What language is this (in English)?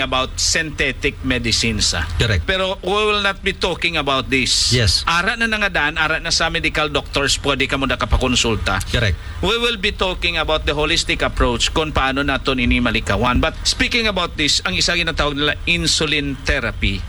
Hiligaynon